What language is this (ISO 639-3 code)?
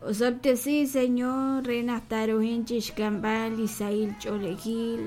kek